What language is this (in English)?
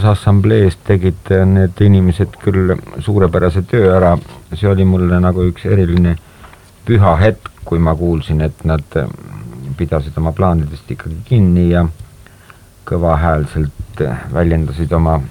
Estonian